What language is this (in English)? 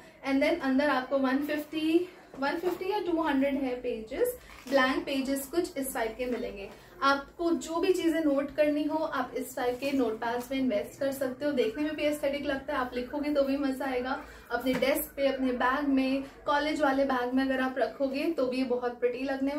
Hindi